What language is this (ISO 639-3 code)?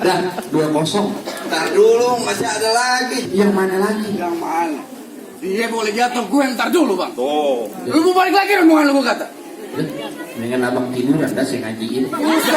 bew